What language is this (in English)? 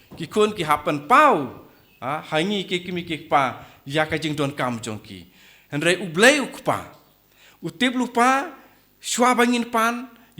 Khasi